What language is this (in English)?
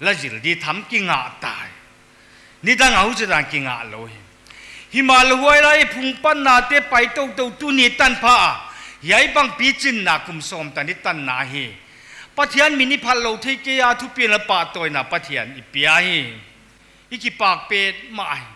Paite Chin